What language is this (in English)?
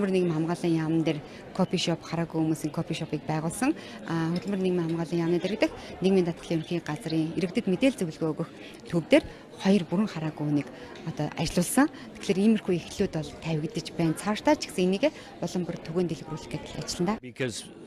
Mongolian